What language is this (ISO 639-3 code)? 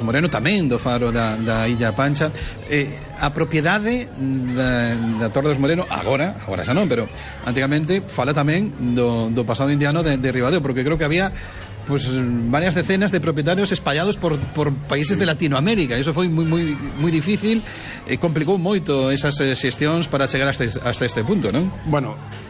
glg